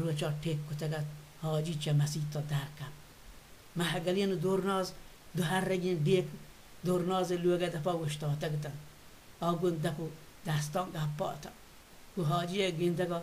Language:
Baluchi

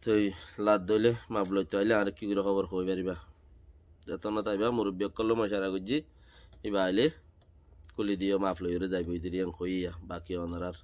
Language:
Rohingya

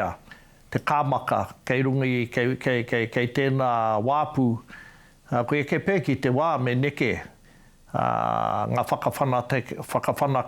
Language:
Māori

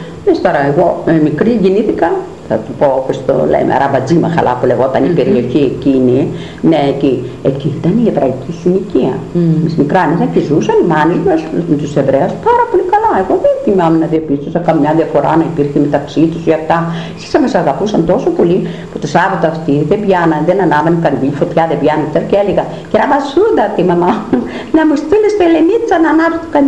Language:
Greek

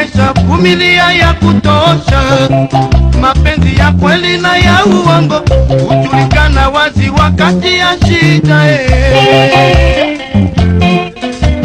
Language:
Swahili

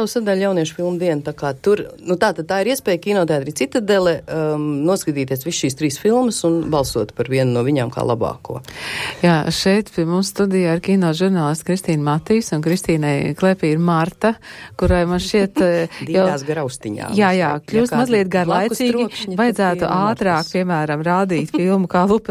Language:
Latvian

